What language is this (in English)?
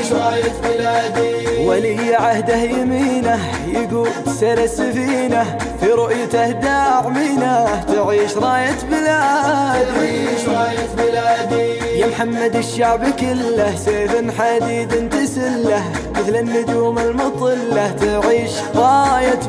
Arabic